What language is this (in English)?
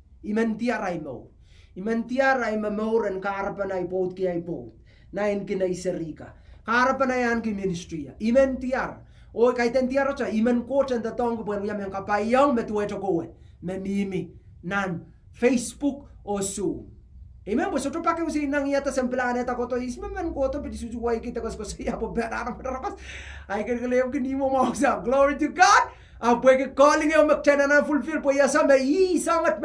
Pohnpeian